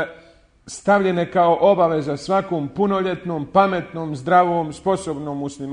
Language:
Bosnian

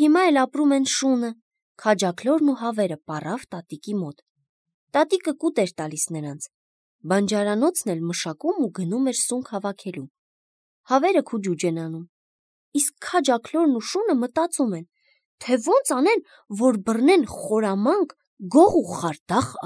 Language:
Armenian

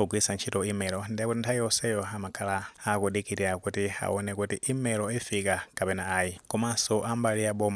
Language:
Nyanja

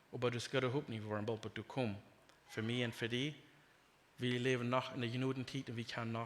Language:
Plautdietsch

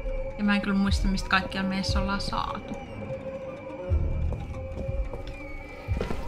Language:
Finnish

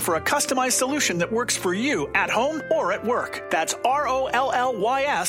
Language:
English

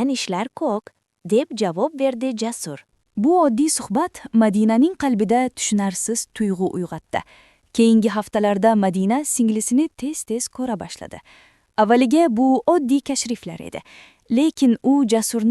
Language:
Uzbek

